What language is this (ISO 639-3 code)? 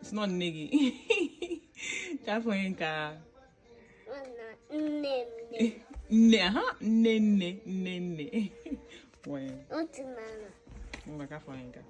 ibo